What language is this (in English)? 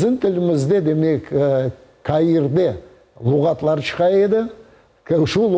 Crimean Tatar